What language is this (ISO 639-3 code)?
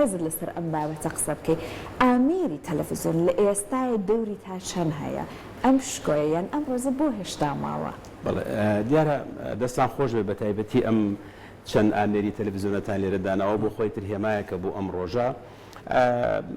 ckb